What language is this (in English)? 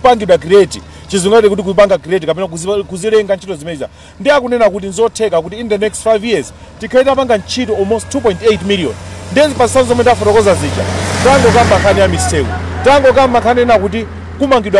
Nyanja